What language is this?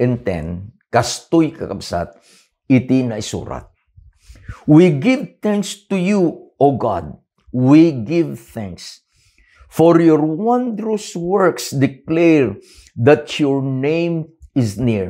Iloko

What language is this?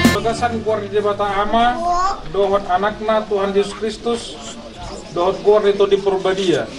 Batak Toba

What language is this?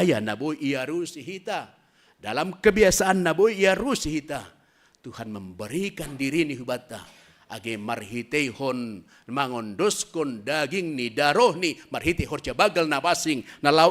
Batak Simalungun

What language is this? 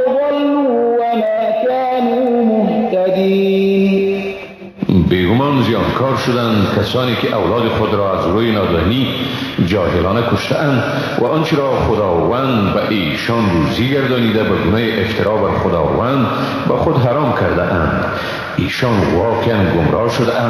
Persian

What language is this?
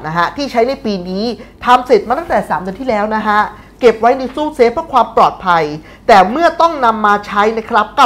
Thai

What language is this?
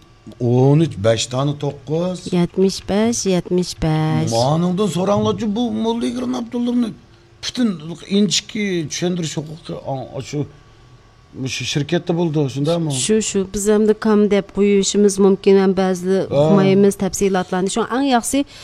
Uyghur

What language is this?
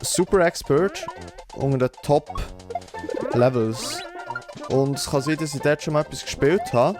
Swiss German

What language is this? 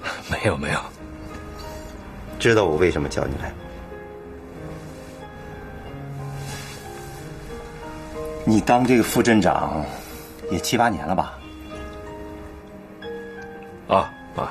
Chinese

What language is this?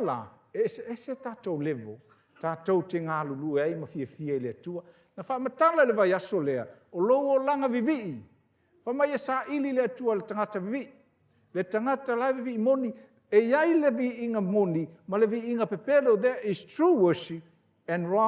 Samoan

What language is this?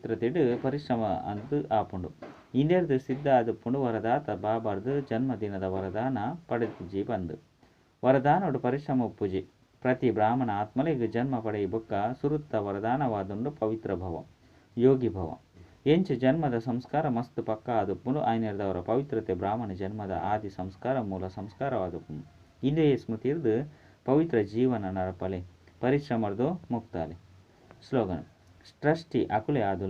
Tulu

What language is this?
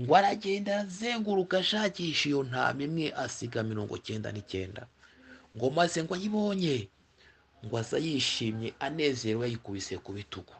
Kinyarwanda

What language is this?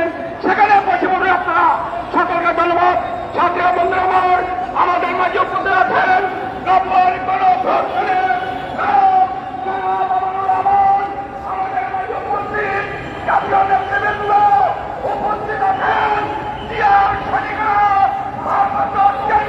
Bangla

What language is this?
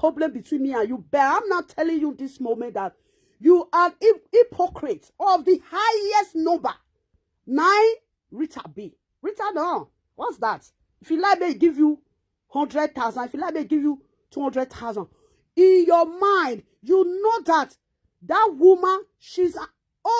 Nigerian Pidgin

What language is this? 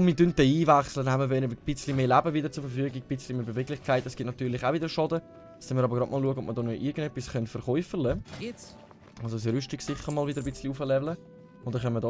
Swiss German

